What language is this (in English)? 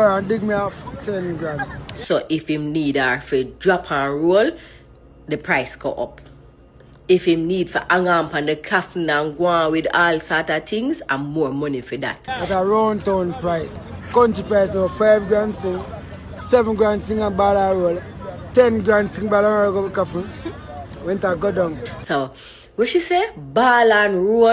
Jamaican Creole English